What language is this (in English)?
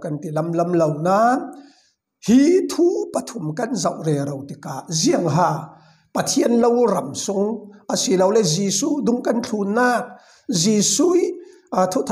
Falam Chin